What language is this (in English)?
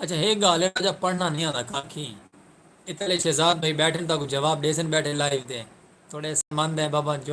Saraiki